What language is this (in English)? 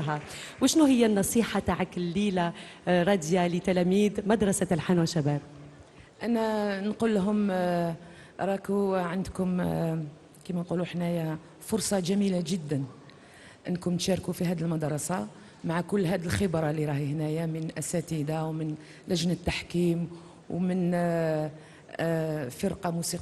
Algerian Arabic